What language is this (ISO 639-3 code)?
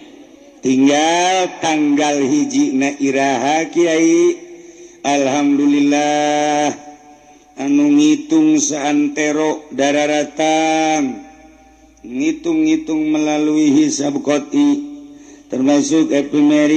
sun